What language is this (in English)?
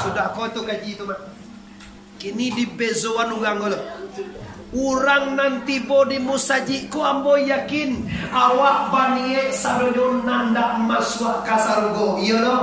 Minangkabau